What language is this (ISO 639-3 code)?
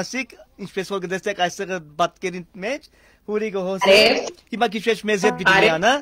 hyw